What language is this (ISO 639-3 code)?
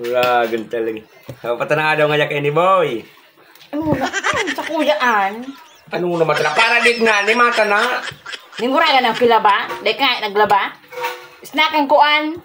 bik